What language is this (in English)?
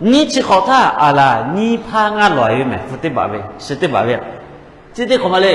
Lahu